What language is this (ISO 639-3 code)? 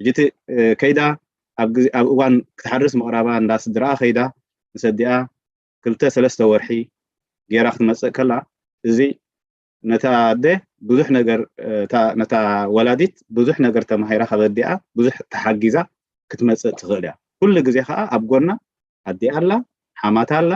tir